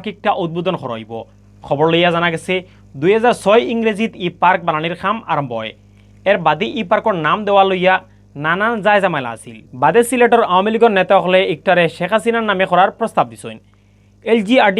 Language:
Sylheti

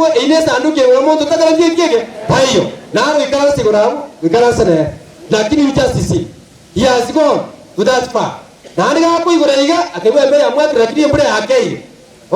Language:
Gusii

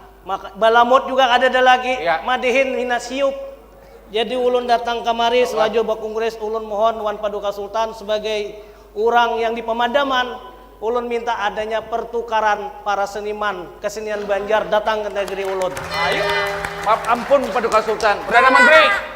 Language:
Banjar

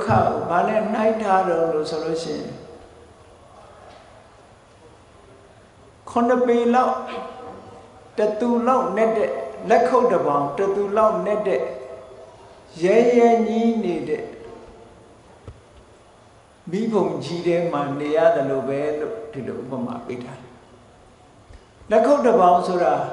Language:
Burmese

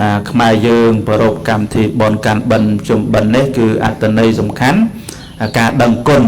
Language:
Khmer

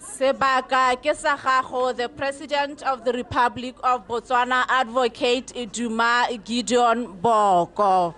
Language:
Tswana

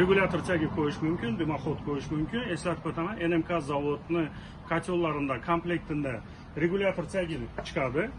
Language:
Uzbek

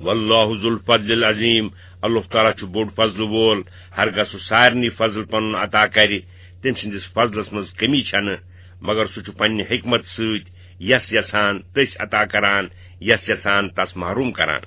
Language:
Kashmiri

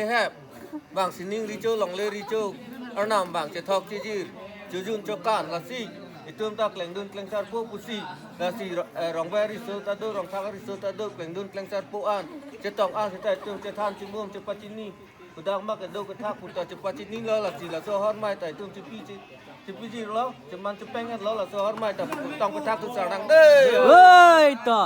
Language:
Karbi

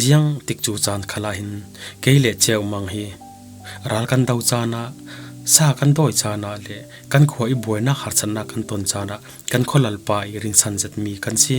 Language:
Falam Chin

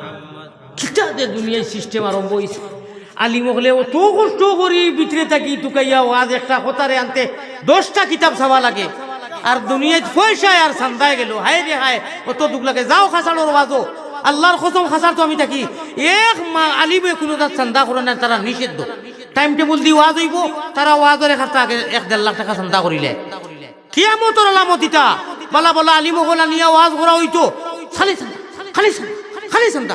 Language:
Sylheti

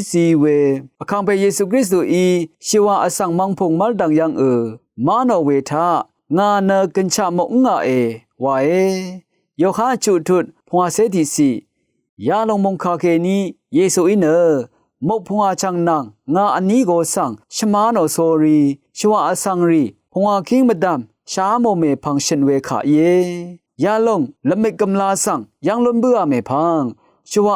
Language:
Rawang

